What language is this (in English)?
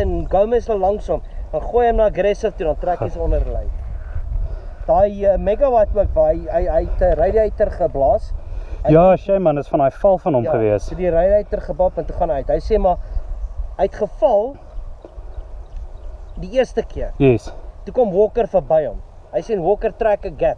Afrikaans